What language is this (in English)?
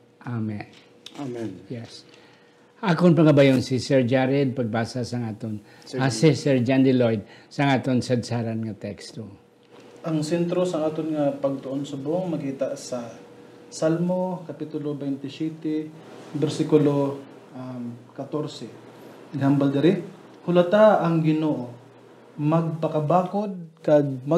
Hiligaynon